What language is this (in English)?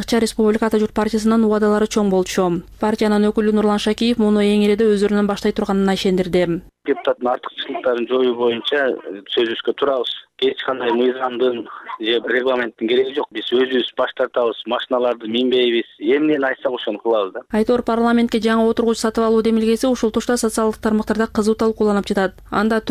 Kyrgyz